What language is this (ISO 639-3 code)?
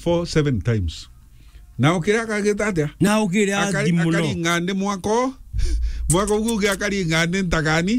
mer